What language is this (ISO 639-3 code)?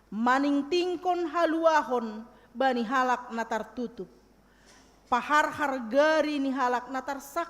bts